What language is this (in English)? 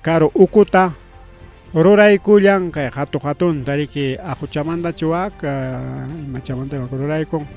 Ayacucho Quechua